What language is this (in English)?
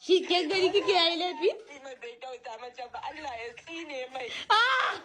Hausa